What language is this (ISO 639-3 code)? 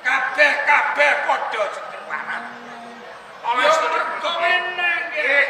jav